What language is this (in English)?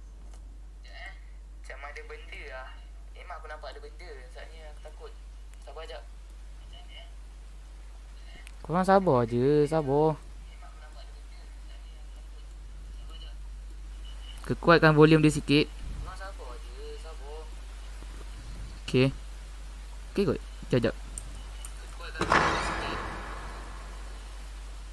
Malay